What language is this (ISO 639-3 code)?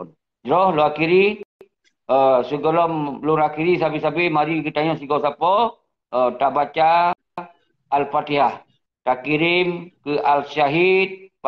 ace